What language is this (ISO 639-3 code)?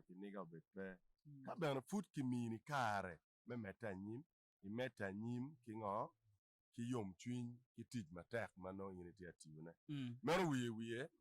ach